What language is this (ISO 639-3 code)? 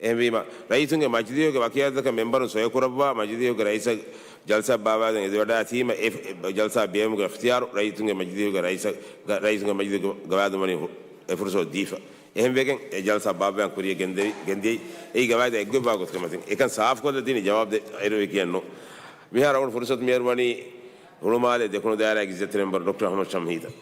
div